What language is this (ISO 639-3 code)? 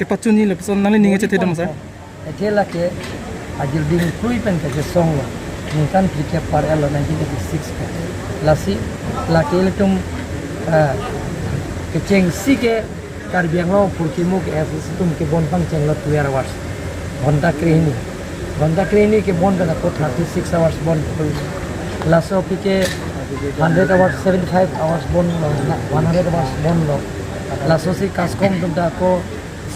mjw